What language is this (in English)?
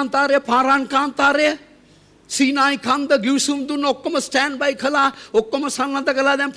Sinhala